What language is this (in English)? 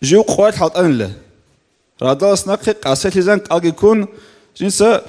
Avaric